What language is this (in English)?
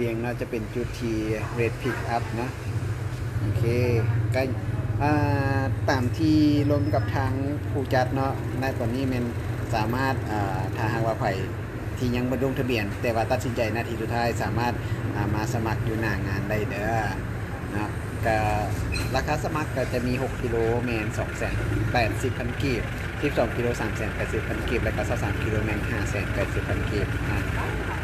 Lao